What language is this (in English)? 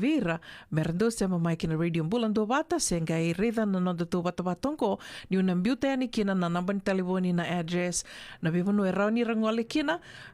Fijian